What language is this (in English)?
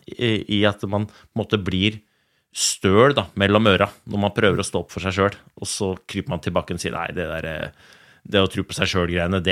Norwegian